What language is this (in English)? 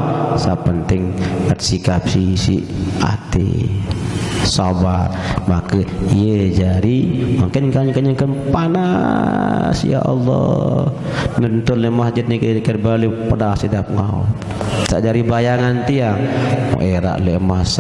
Sasak